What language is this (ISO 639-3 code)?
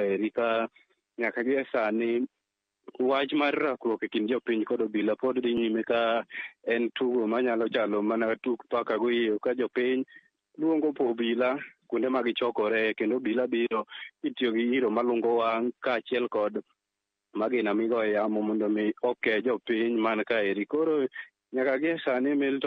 luo